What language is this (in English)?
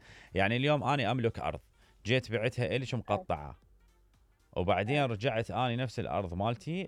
Mesopotamian Arabic